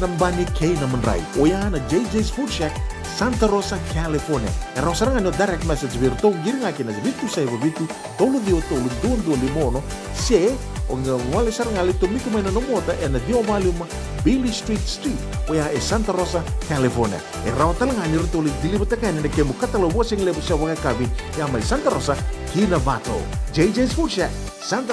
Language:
Fijian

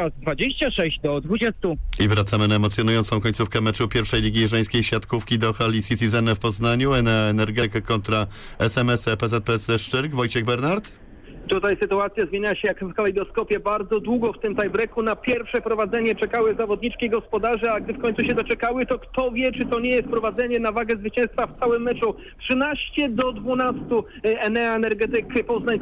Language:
Polish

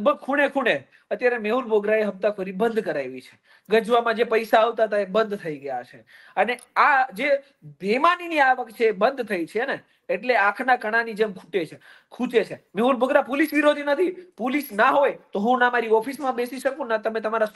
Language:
Gujarati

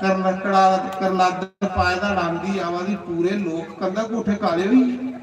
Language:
Dogri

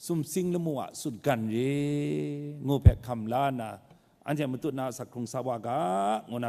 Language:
Kachin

